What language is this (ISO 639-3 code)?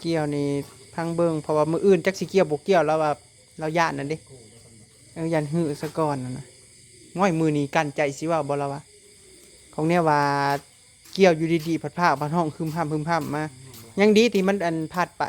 tts